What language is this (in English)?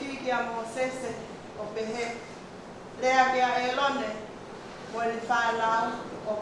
Tongan